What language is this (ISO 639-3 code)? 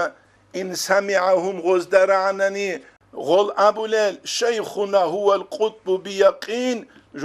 ava